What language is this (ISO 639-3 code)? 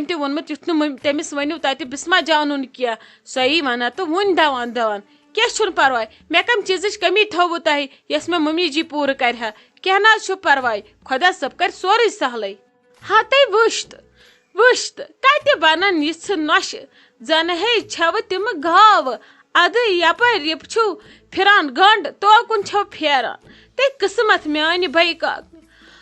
kas